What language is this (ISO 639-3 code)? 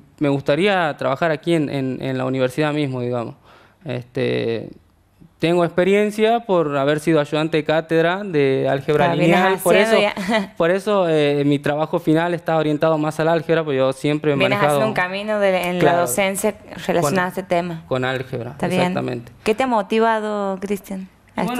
spa